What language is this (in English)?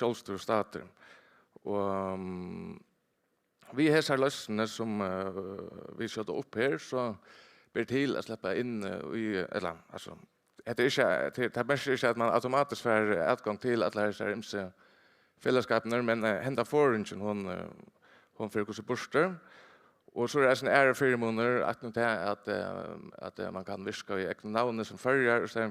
Faroese